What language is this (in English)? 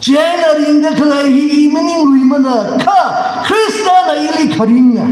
Tangkhul Naga (India)